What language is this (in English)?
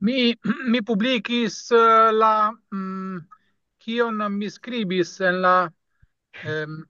Esperanto